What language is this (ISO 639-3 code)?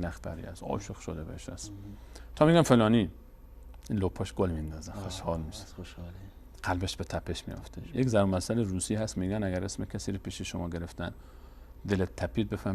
fas